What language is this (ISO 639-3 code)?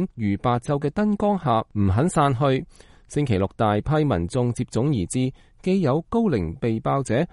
yue